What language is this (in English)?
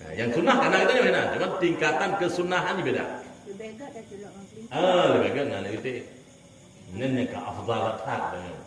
Achinese